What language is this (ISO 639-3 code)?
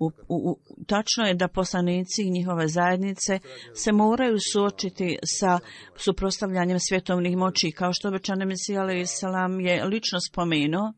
bos